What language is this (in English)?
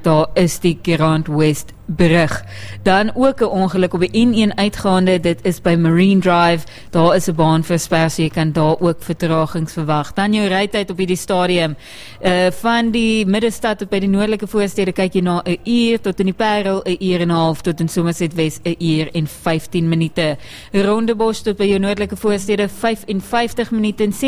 Afrikaans